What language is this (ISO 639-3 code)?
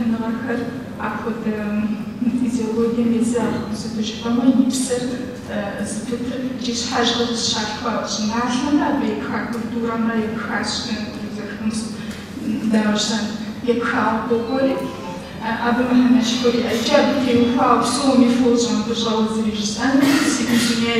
kbd